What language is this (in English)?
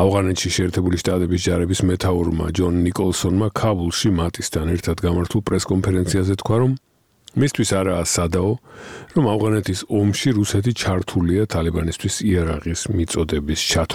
Georgian